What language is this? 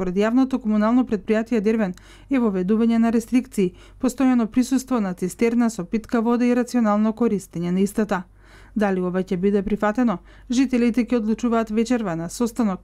Macedonian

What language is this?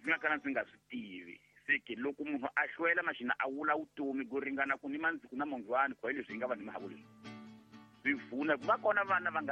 Tsonga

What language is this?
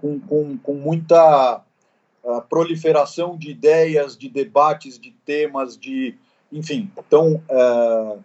Portuguese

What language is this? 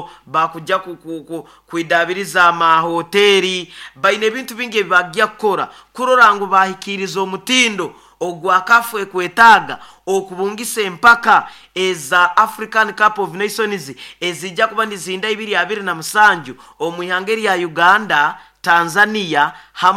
Nyoro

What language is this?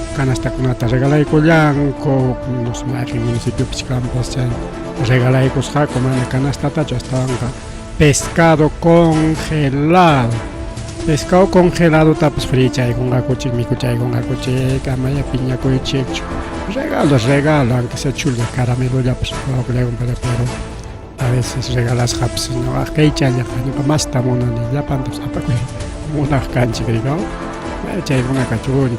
Ayacucho Quechua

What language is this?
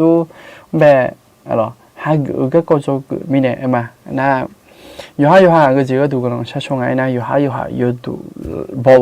Akha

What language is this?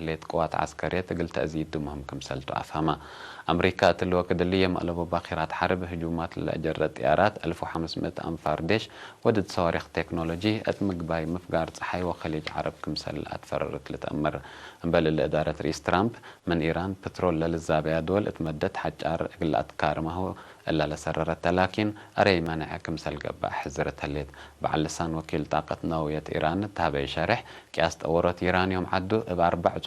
Tigre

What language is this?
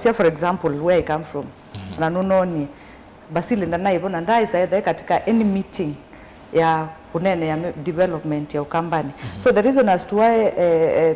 Kamba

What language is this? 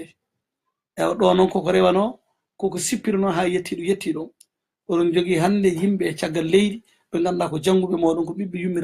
Fula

